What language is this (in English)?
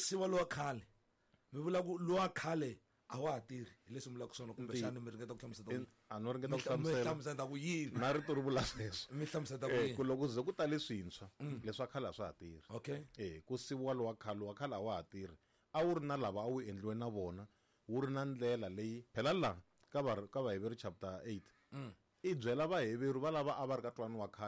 Tsonga